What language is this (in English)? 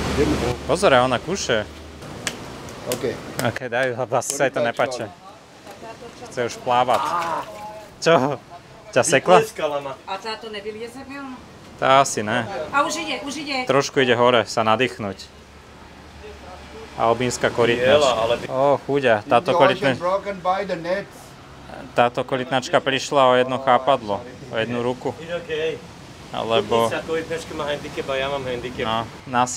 Slovak